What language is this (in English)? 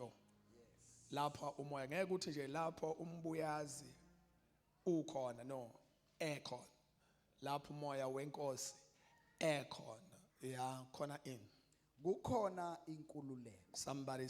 Zulu